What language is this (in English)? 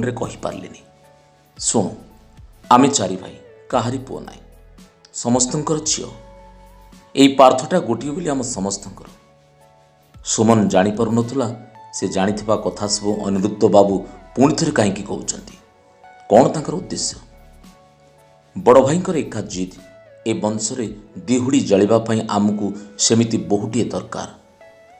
Odia